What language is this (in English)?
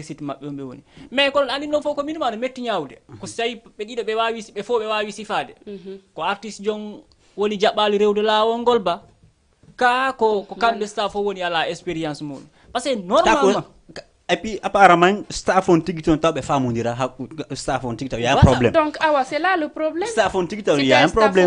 Fula